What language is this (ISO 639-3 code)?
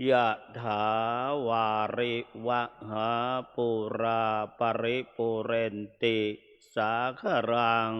pli